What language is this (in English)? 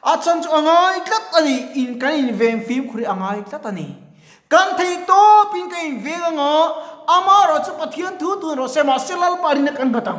Mizo